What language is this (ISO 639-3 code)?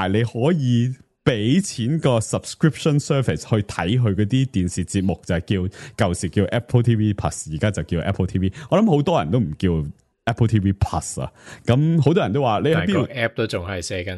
yue